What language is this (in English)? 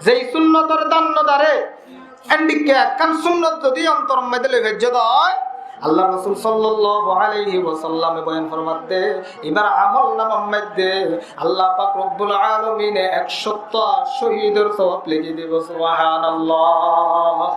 Rohingya